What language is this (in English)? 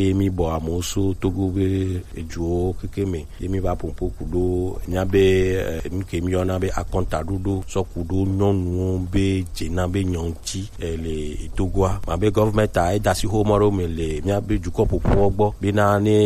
Gen